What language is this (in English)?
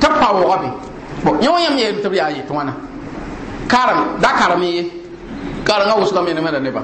Mossi